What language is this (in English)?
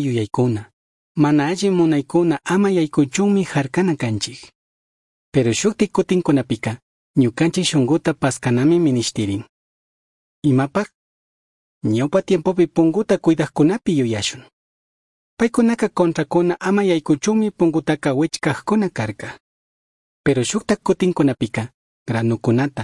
Chimborazo Highland Quichua